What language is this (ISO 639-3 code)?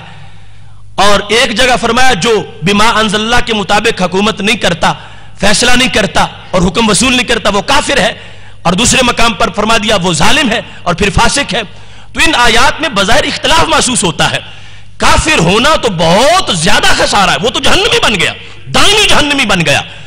urd